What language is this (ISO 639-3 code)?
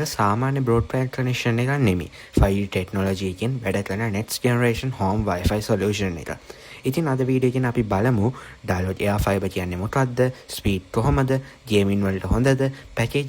sin